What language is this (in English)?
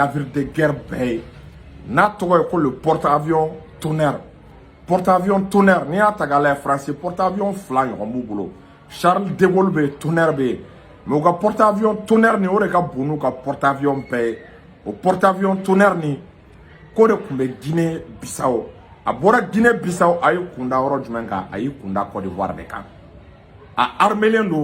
Bambara